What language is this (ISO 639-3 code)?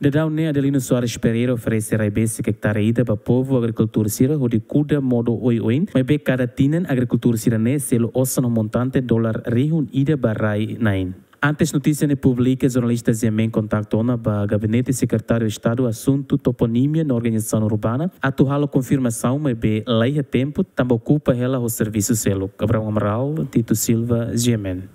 tet